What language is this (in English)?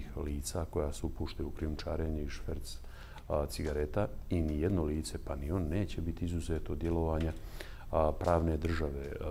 Bosnian